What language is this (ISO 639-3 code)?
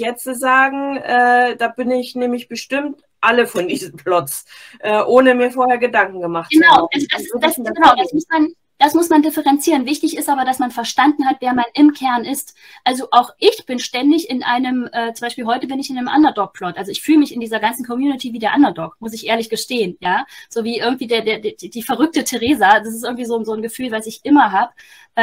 deu